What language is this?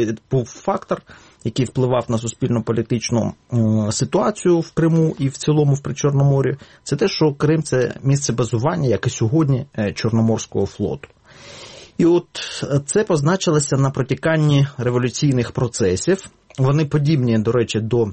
Ukrainian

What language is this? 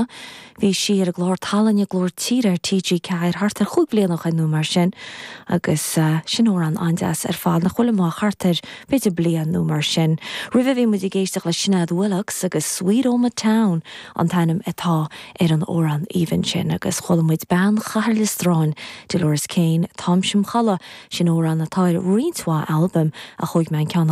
Irish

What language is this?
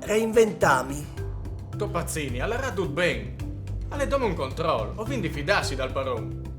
Friulian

